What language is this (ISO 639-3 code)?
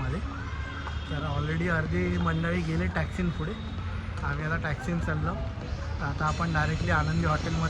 kok